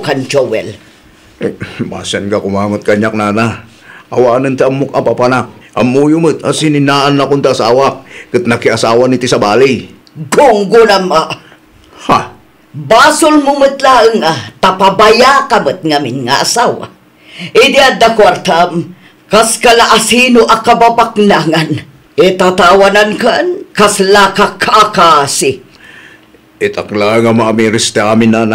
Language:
Iloko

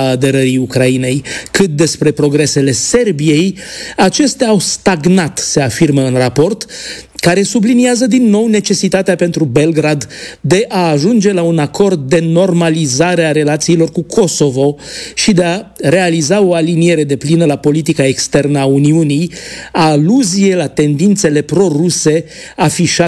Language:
Romanian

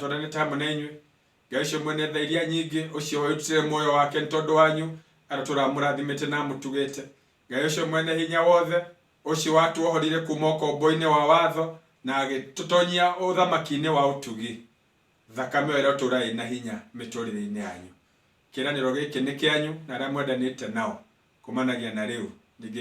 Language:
Kikuyu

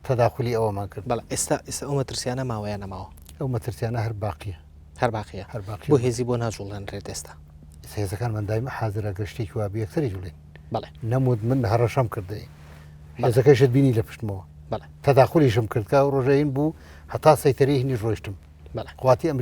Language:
Central Kurdish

